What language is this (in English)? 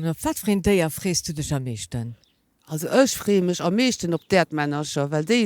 Luxembourgish